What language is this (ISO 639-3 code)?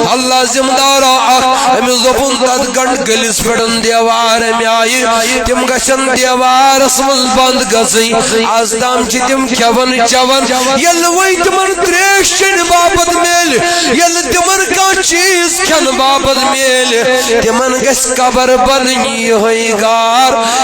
kas